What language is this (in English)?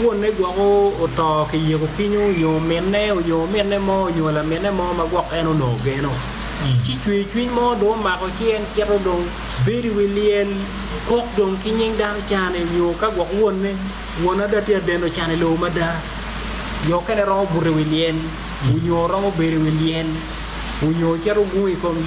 Acoli